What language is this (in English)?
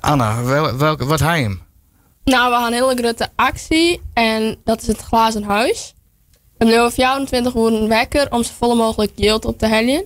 Western Frisian